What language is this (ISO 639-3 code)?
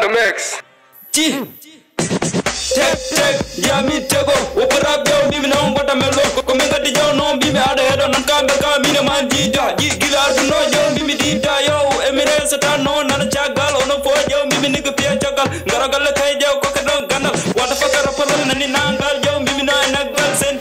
ful